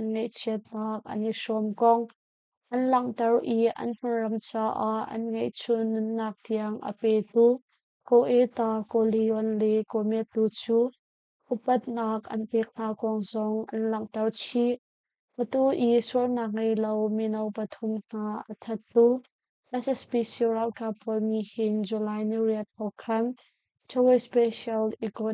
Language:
Hakha Chin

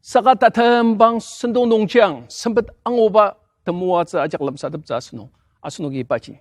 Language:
Ao Naga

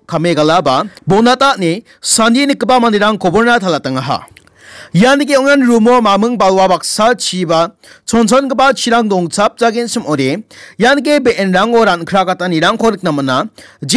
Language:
Garo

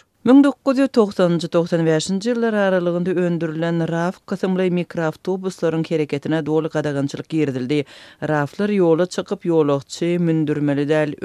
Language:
Turkmen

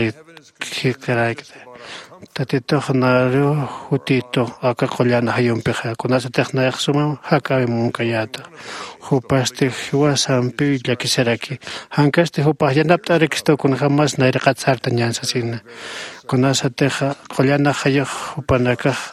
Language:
Aymara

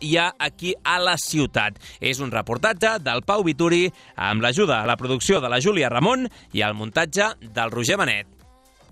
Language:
Catalan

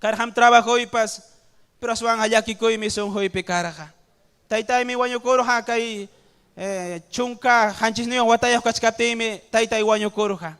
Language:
Ayacucho Quechua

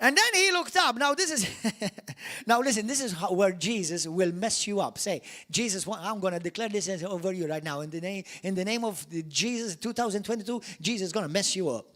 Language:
English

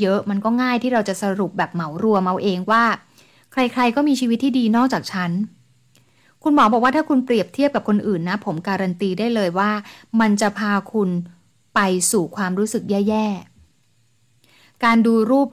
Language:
Thai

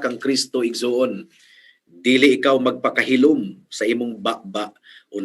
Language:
Cebuano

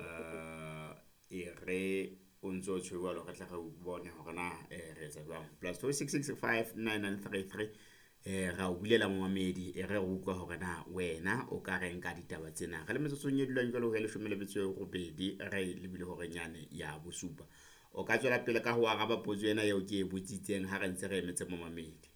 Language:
Southern Sotho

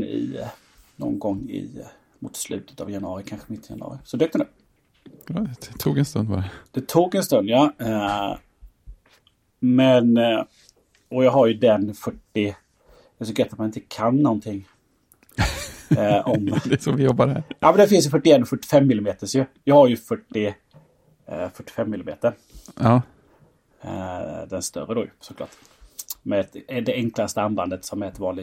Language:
Swedish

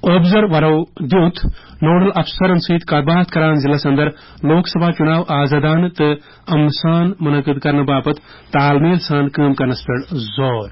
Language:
Kashmiri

